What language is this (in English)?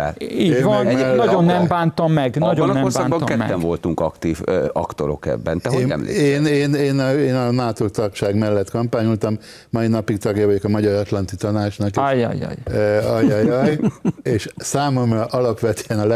Hungarian